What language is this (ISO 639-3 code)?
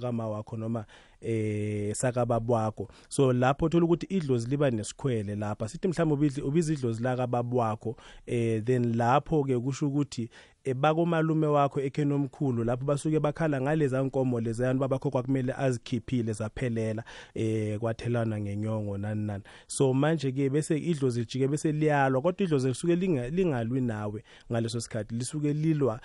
nbl